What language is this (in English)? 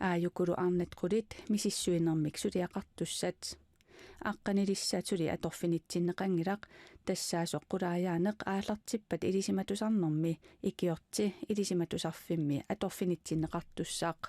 Kalaallisut